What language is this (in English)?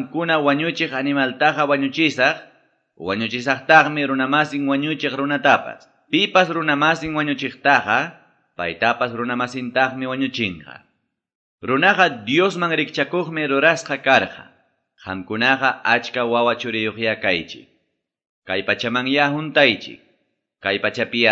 Quechua